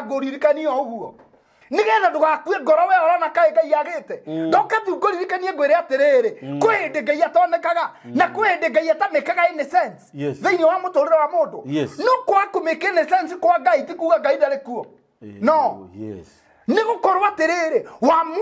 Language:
Kikuyu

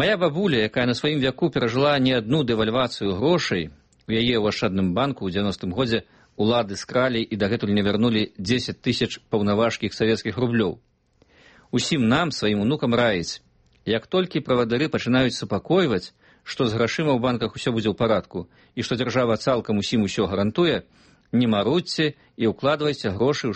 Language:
Belarusian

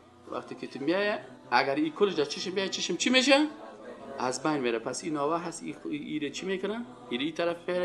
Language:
Persian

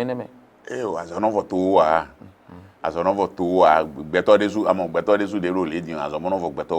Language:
Fon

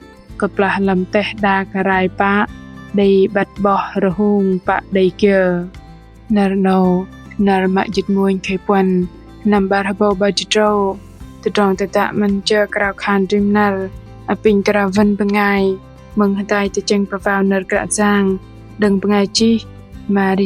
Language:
Bahnar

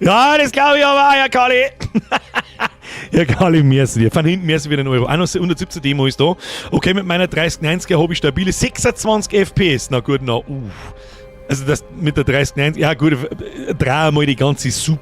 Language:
Bavarian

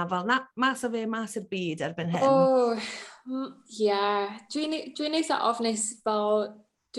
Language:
Welsh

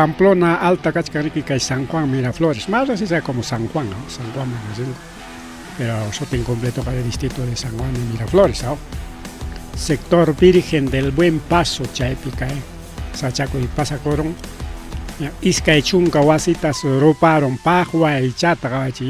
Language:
Ayacucho Quechua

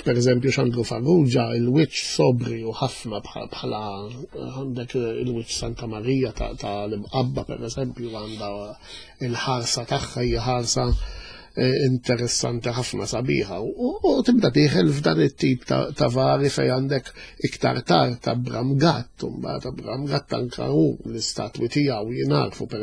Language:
Maltese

